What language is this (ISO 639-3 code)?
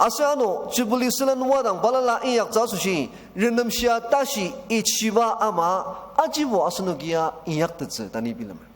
njo